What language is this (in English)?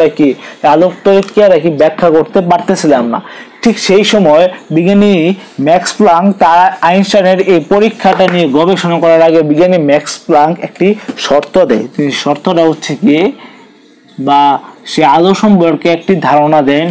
Bangla